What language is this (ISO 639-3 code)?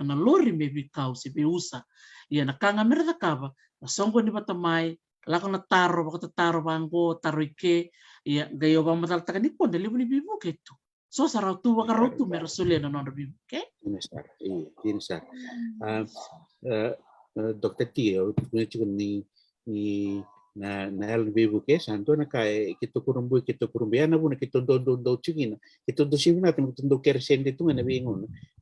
fij